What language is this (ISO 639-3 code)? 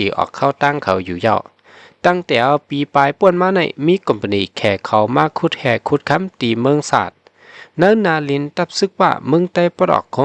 shn